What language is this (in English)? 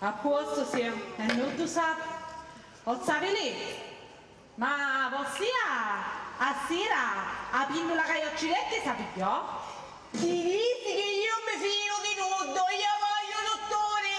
Sicilian